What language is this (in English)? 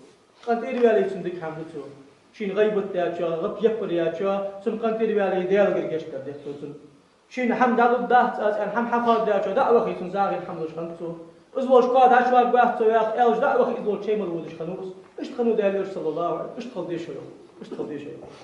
Ingush